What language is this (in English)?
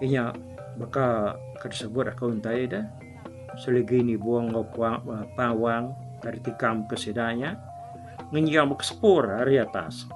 Iban